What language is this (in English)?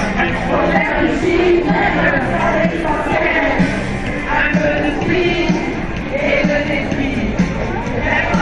French